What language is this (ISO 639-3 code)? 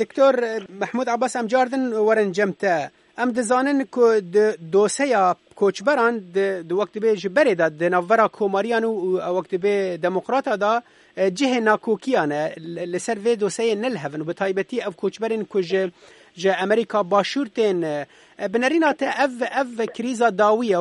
kur